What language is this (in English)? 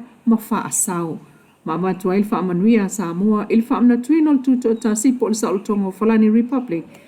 Samoan